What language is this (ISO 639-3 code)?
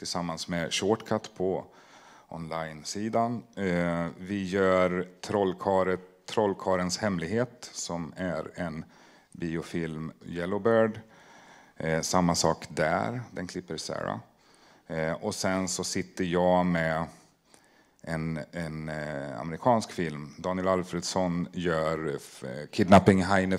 swe